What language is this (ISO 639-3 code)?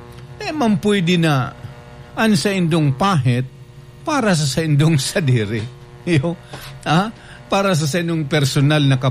bik